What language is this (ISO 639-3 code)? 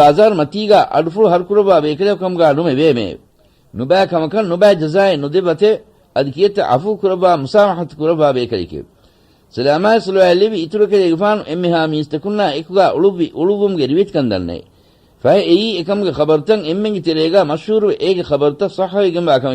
div